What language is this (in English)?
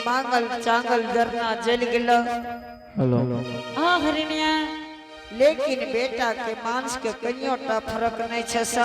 Angika